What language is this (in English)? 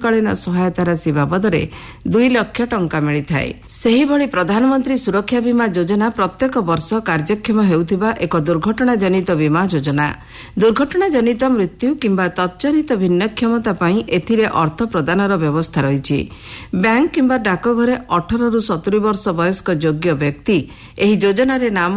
Odia